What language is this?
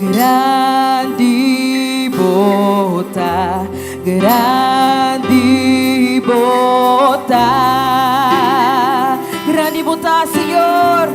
Papiamento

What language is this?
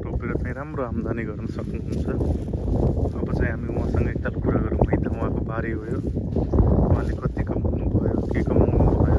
Nepali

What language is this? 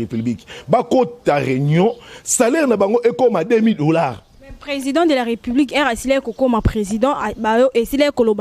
Lingala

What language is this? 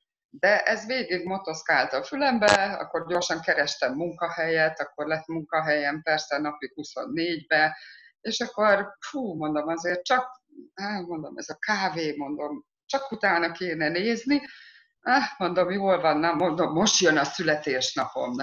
Hungarian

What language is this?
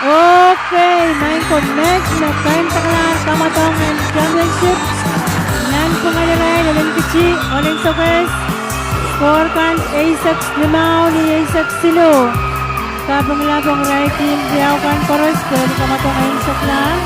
Pohnpeian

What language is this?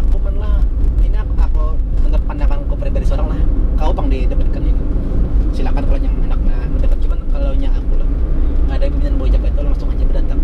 Banjar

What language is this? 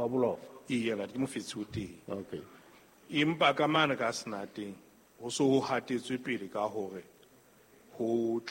Southern Sotho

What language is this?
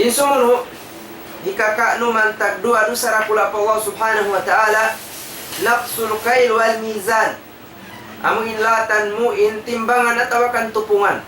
Tausug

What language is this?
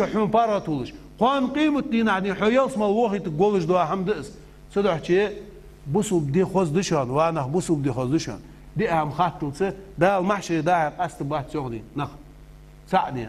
Ingush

